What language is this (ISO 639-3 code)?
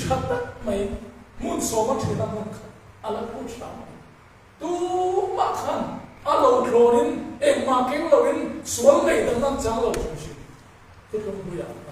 lus